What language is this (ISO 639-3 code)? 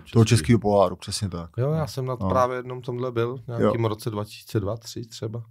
ces